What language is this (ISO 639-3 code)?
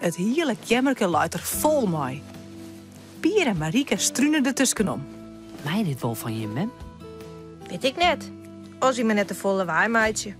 fry